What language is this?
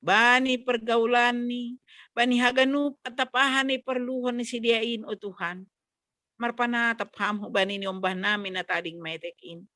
Batak Simalungun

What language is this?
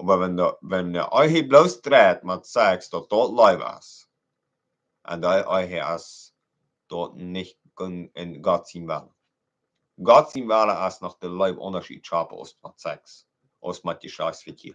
Plautdietsch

